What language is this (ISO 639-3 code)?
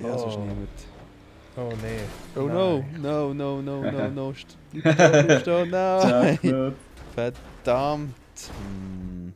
gsw